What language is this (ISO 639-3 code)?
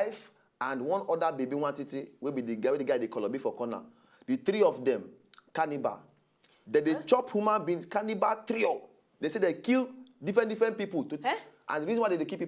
pcm